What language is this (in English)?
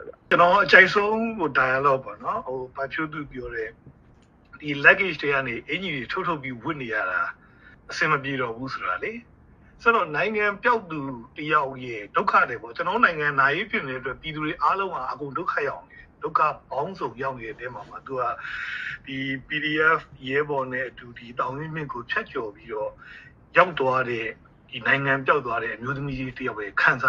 Burmese